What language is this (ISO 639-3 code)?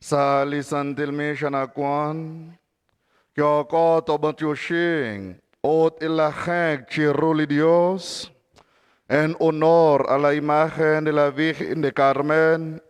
kek